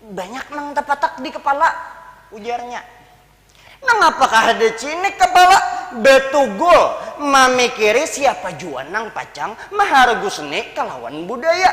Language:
Banjar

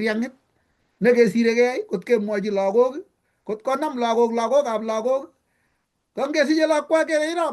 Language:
Kalenjin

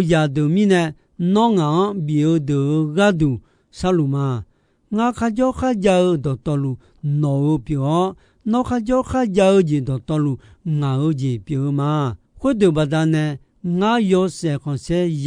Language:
Akha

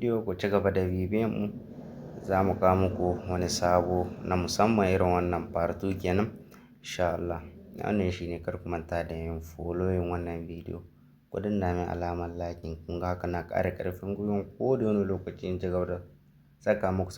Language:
Hausa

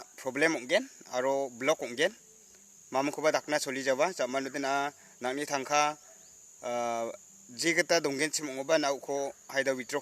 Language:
Garo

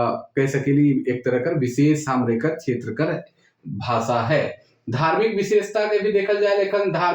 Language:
Sadri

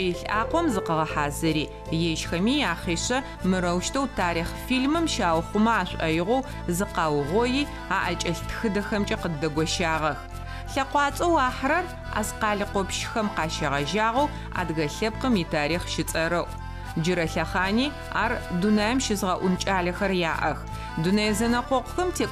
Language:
Adyghe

